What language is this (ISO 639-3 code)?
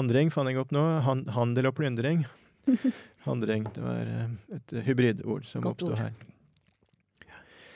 nor